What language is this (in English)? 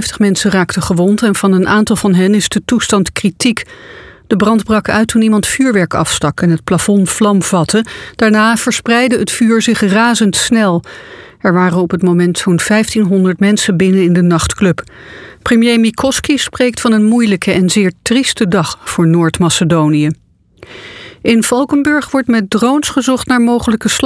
Dutch